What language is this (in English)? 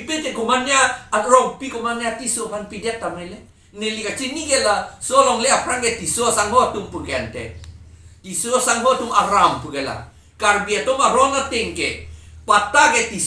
Karbi